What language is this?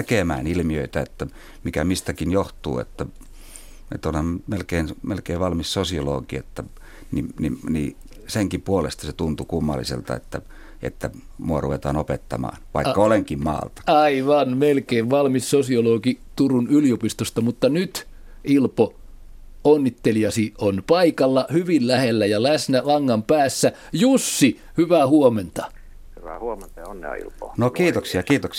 Finnish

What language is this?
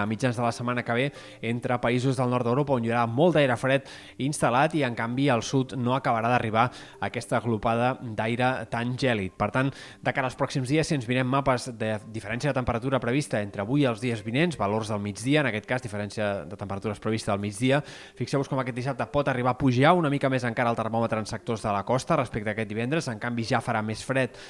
Catalan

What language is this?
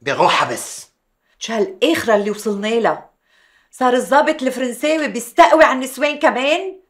North Levantine Arabic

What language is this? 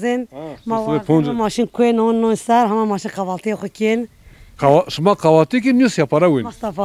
Zaza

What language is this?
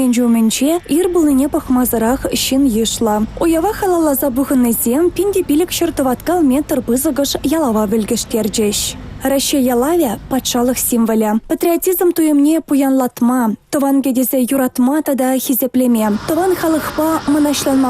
Chuvash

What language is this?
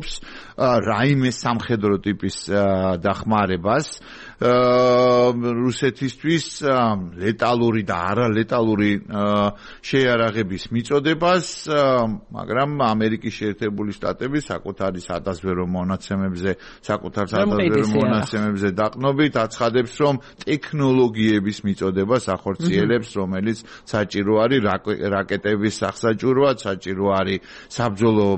Georgian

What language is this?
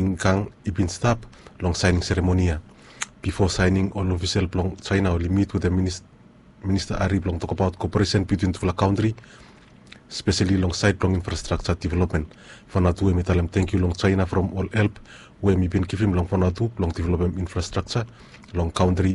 Bislama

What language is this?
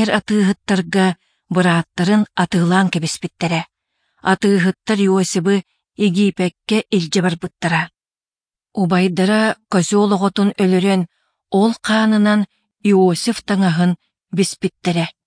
Yakut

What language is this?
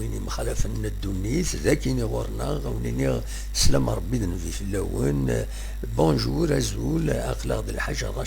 Kabyle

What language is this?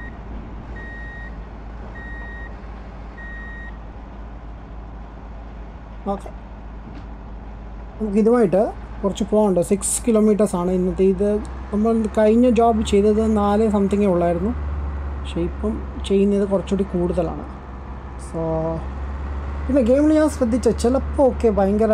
Malayalam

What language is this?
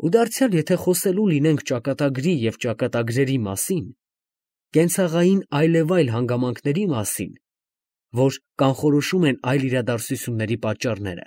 Armenian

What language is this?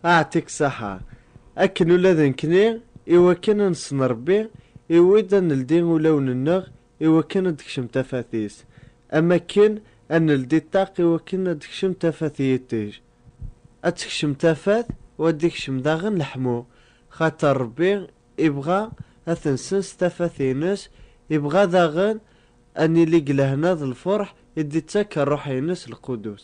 Kabyle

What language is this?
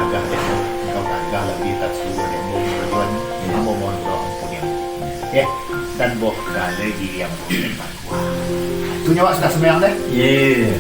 Minangkabau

